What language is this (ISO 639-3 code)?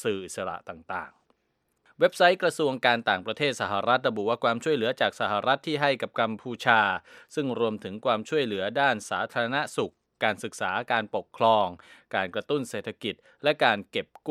tha